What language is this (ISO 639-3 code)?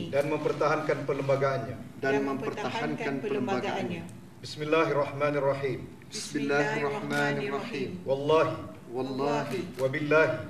msa